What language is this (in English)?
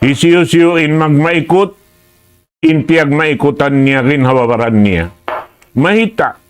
Tausug